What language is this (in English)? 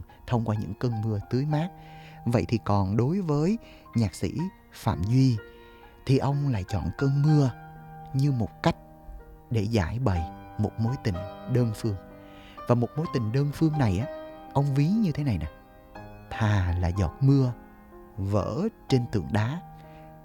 Vietnamese